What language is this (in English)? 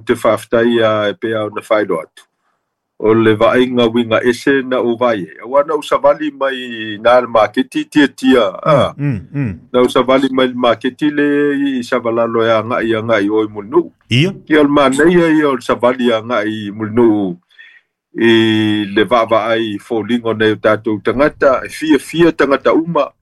Samoan